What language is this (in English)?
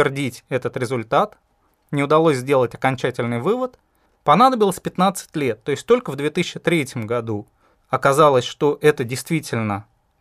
Russian